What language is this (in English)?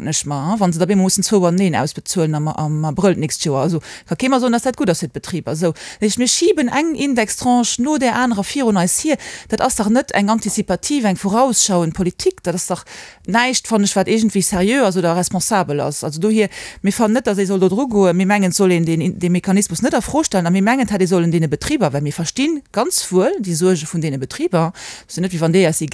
Luxembourgish